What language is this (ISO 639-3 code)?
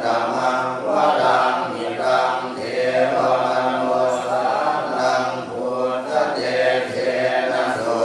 pli